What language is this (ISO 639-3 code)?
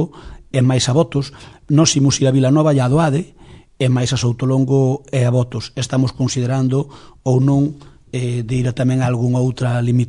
glg